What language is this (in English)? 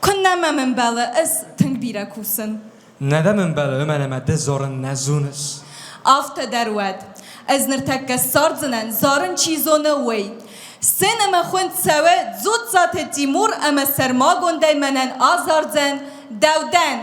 Ossetic